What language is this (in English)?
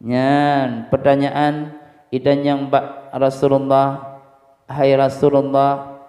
Achinese